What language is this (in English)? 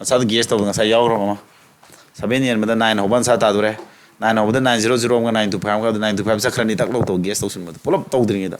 Manipuri